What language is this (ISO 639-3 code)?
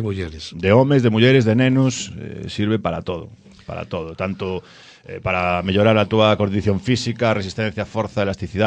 glg